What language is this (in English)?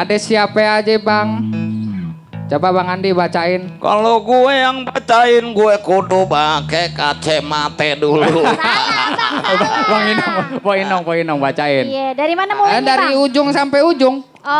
Betawi